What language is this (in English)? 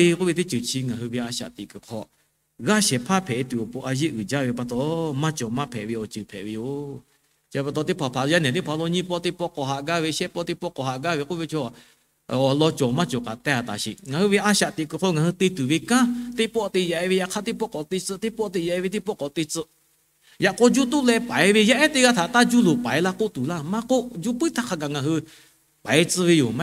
Lahu